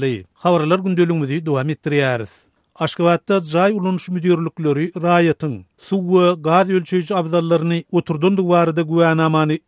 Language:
Turkmen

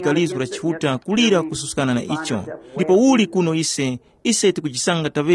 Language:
Tumbuka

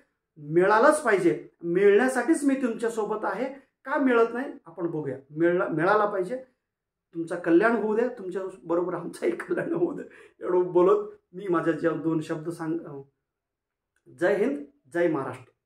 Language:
Marathi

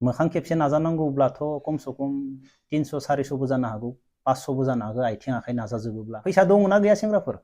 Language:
Bodo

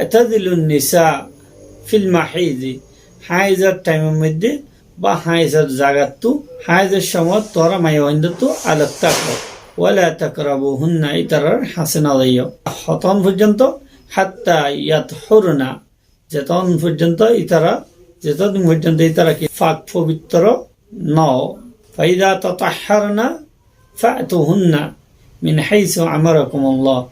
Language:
Rohingya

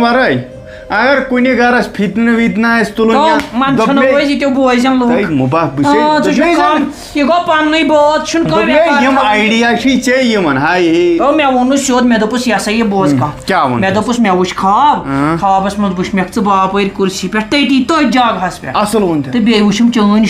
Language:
Kashmiri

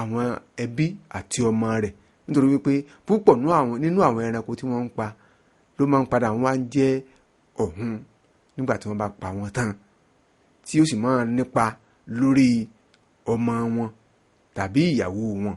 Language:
Yoruba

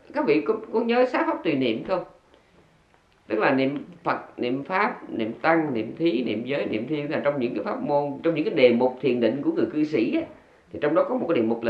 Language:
Vietnamese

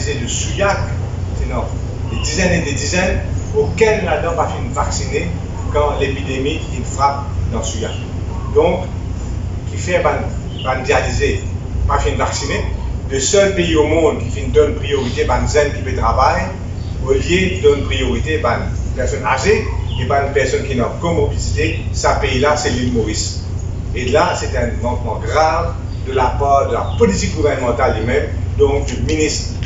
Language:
Morisyen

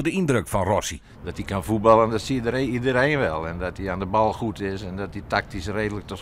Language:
Western Frisian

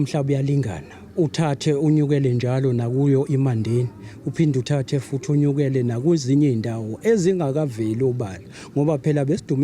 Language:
Zulu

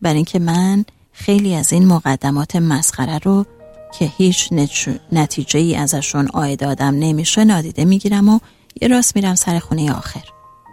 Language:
Persian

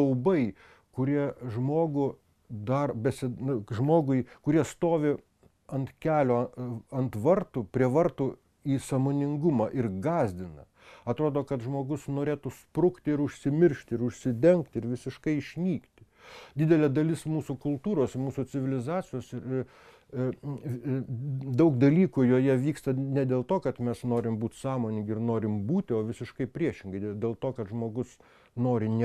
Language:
Lithuanian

